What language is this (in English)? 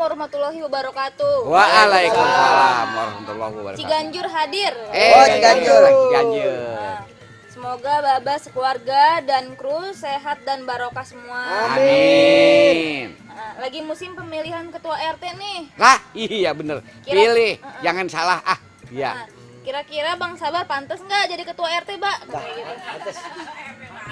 Betawi